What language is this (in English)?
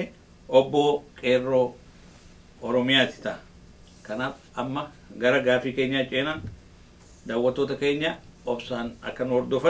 Oromo